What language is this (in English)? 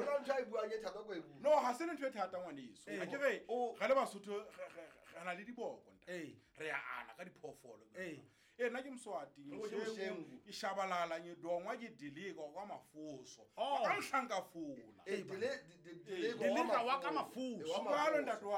Southern Sotho